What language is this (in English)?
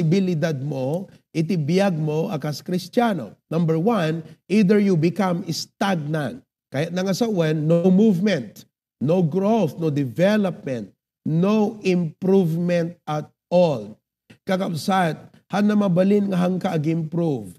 Iloko